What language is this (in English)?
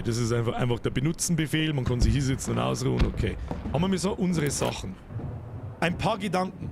Bavarian